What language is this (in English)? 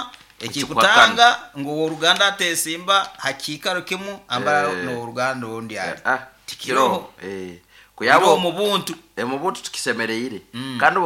Nyankole